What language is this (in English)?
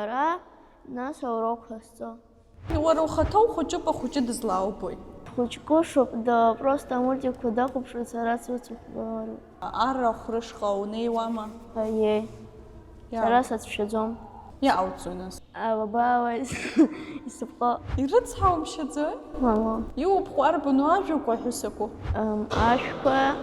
Abkhazian